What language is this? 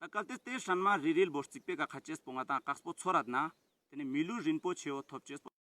Ladakhi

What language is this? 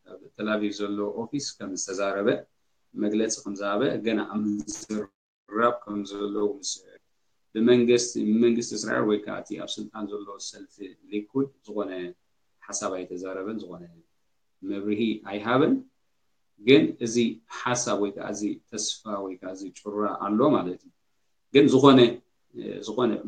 Tigrinya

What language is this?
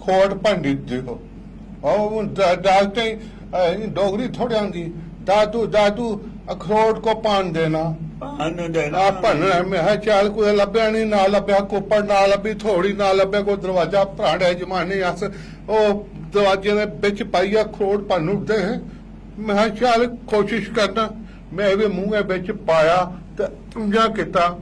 Dogri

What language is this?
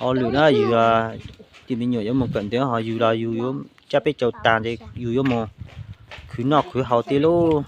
Hmong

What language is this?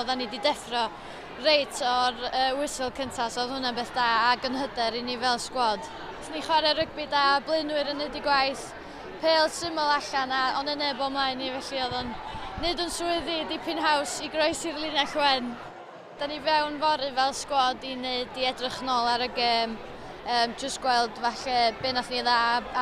Welsh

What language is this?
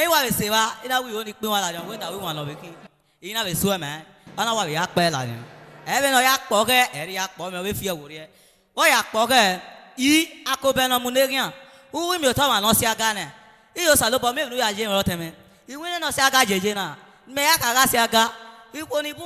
Bini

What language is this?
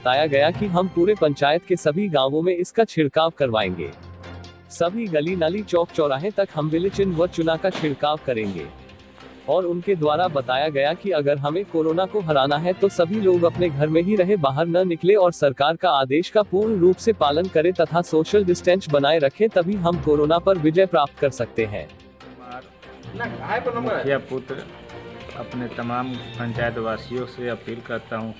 Hindi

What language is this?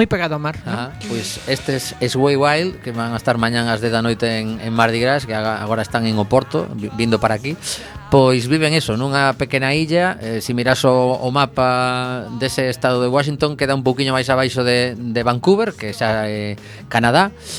Galician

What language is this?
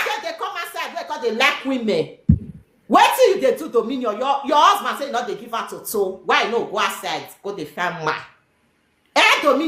Nigerian Pidgin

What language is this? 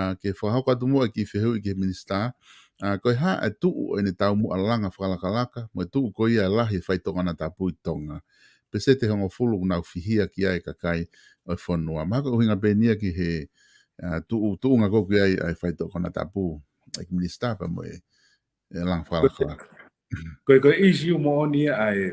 Tongan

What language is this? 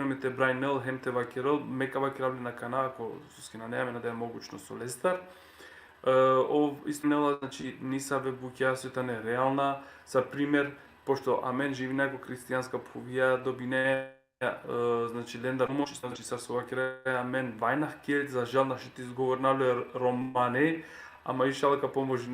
Balkan Romani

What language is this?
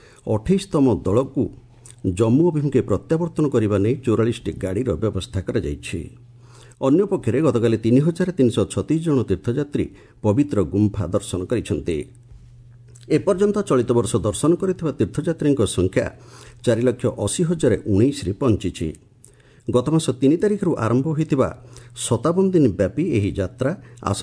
Odia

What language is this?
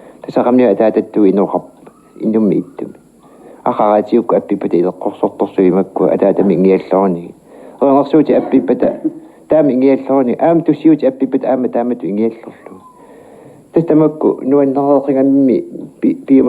Kalaallisut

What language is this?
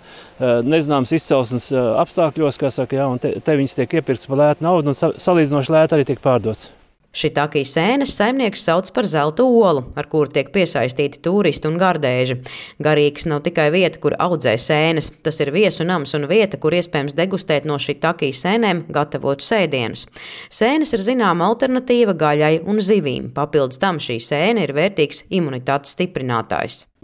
Latvian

